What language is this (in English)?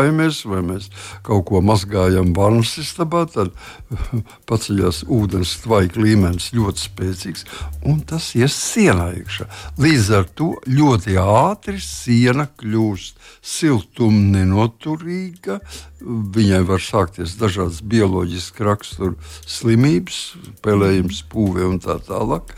Latvian